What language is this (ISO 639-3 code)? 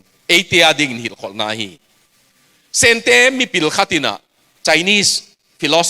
ctd